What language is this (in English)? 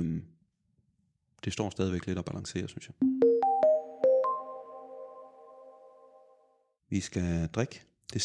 Danish